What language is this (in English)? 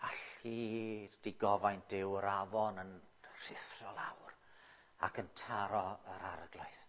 Welsh